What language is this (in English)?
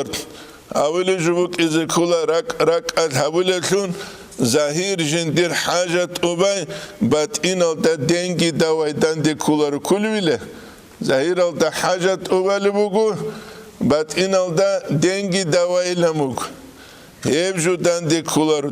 Avaric